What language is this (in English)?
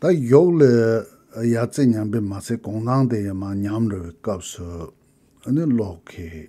Tibetan